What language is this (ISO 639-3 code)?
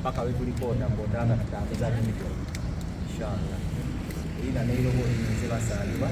xog